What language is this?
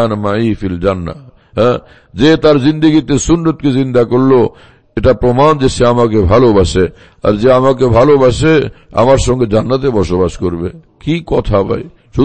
Bangla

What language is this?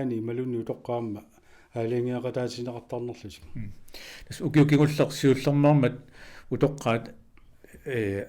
Kalaallisut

